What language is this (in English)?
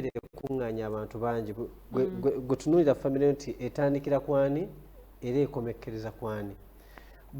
Ganda